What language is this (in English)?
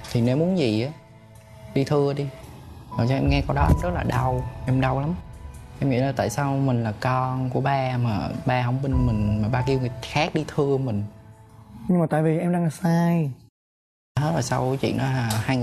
Vietnamese